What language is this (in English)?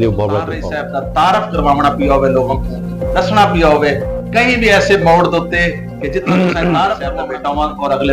Saraiki